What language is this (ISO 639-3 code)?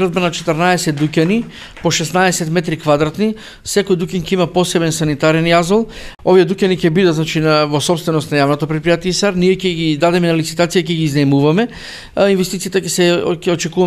mkd